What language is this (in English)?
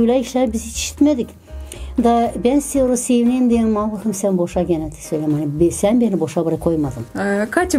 Gagauz